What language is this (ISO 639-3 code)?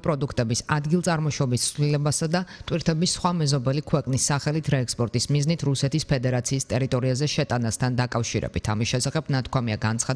kat